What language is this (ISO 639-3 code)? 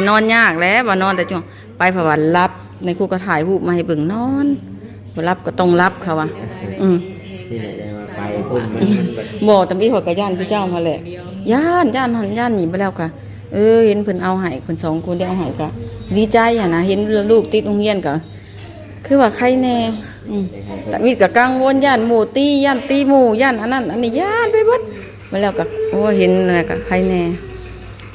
lao